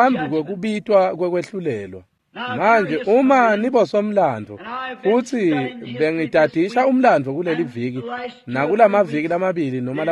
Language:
Swati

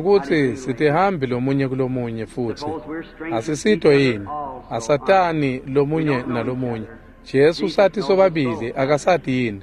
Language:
Swati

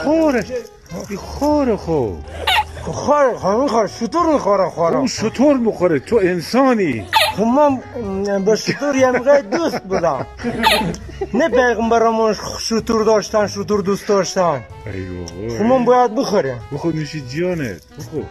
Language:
Tajik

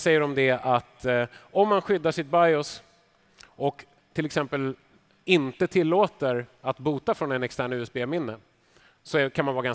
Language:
Swedish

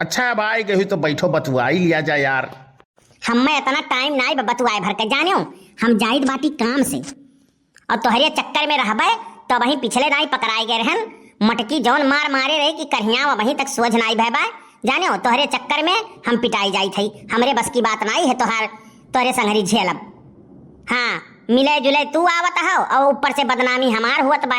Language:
Awadhi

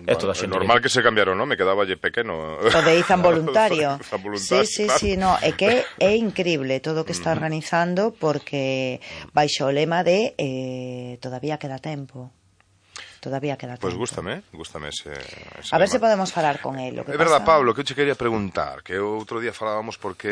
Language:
Galician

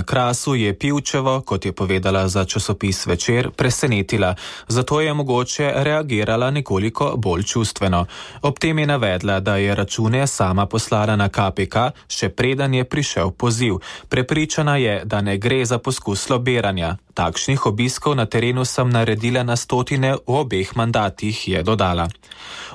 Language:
Slovenian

